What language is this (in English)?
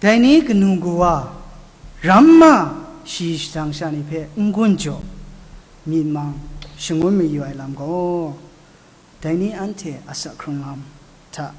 Kachin